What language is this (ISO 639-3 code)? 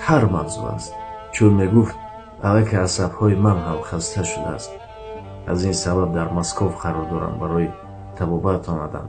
tgk